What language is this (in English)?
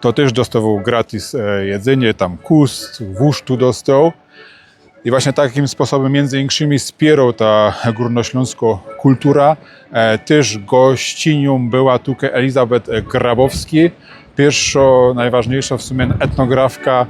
Silesian